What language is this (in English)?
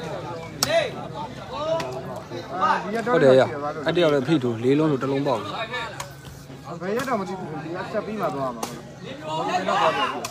Burmese